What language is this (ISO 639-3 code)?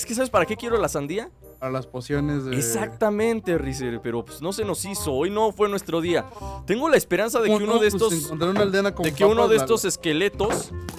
spa